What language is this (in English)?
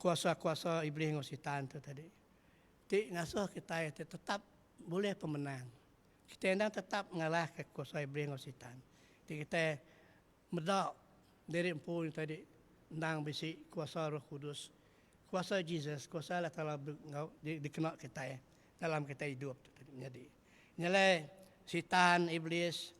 Iban